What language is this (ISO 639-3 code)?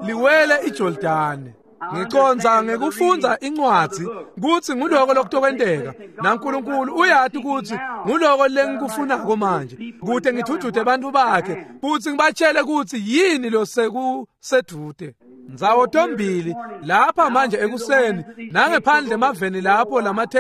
ssw